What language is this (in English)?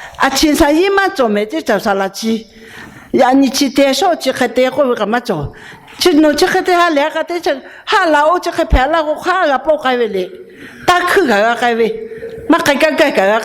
Lahu